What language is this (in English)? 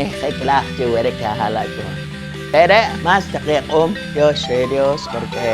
Poqomchi'